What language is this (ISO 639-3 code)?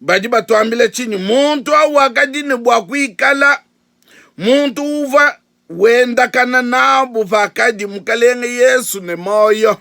lua